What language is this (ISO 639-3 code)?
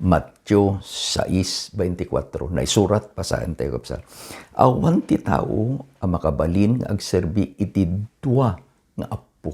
ilo